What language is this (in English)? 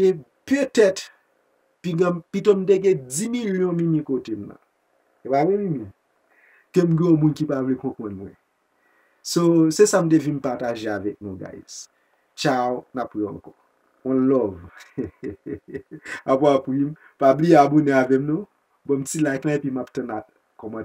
Haitian Creole